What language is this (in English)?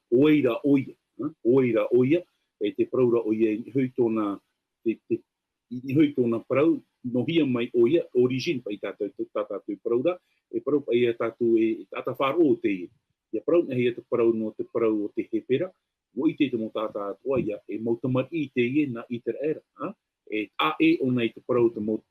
Tahitian